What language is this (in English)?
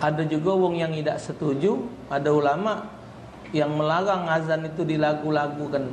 Musi